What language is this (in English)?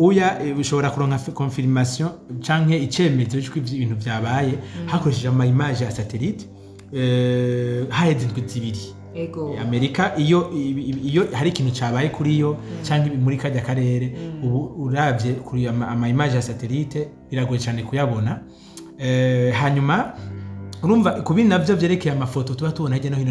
Rundi